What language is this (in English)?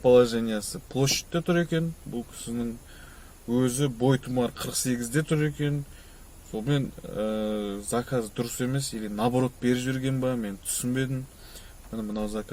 Kazakh